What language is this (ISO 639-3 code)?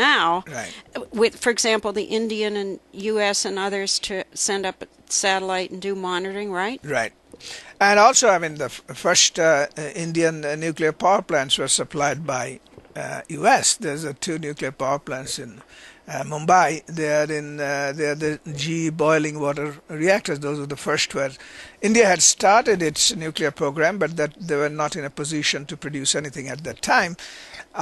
eng